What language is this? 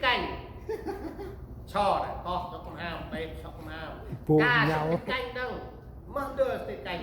Central Mnong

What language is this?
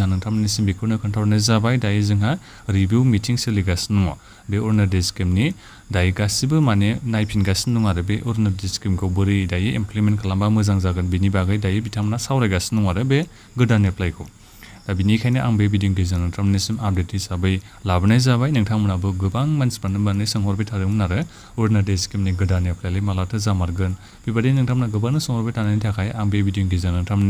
Bodo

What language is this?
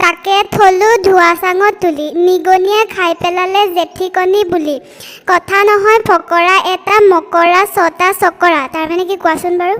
Assamese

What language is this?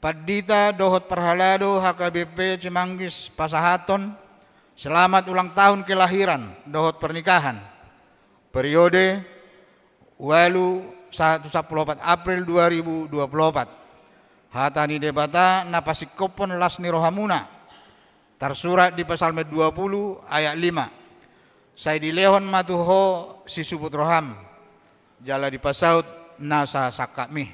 Batak Toba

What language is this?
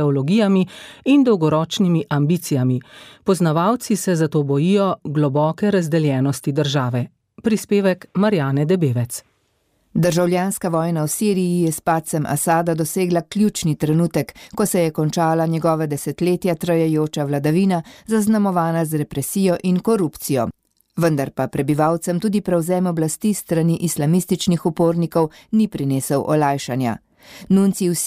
Slovenian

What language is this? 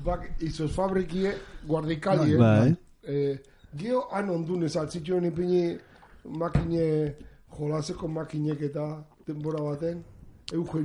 Basque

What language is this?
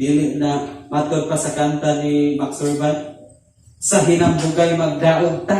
Cebuano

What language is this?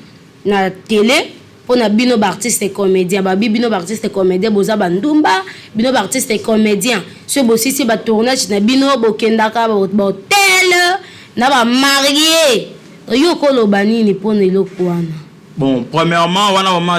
Lingala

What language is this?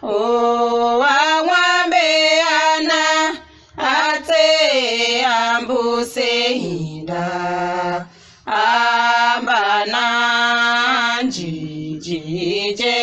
Tiv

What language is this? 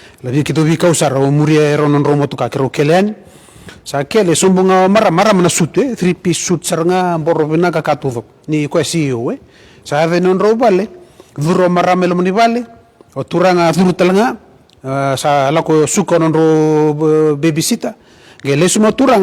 Fijian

